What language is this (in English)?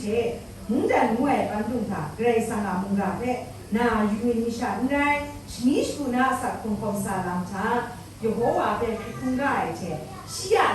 Kachin